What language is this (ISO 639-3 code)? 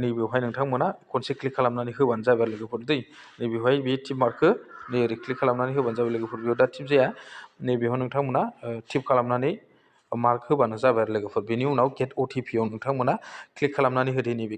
brx